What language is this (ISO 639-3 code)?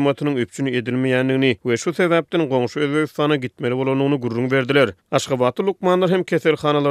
tuk